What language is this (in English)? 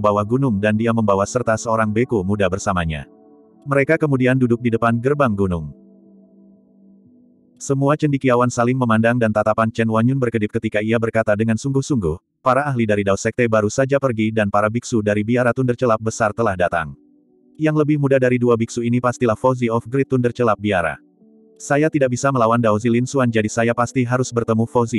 Indonesian